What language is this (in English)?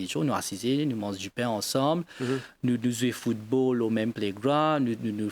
Morisyen